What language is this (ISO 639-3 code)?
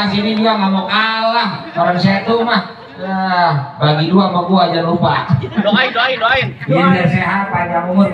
bew